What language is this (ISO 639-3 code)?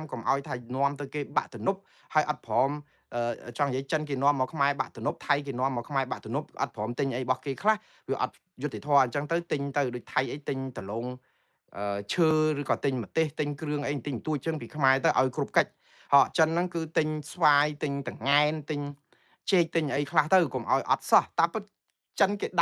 khm